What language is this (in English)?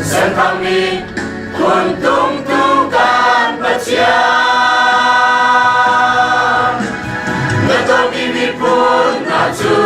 Hakha Chin